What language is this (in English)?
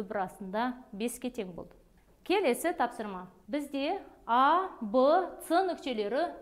Kazakh